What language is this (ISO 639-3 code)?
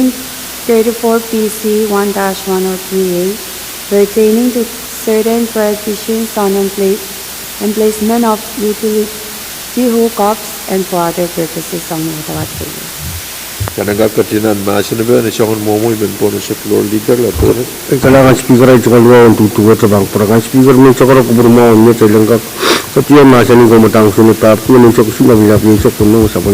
pon